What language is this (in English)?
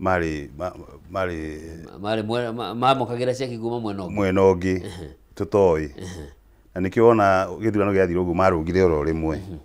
Kikuyu